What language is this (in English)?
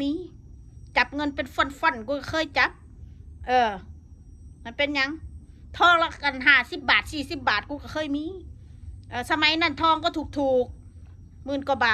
Northeastern Thai